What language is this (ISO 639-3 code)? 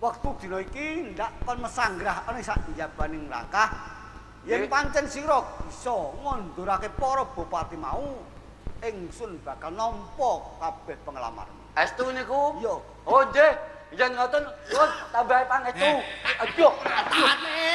jav